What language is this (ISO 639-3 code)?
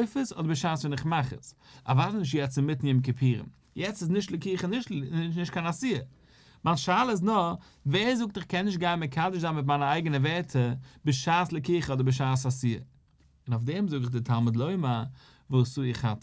yid